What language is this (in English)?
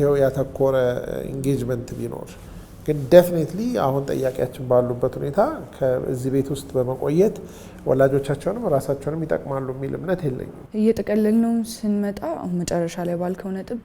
Amharic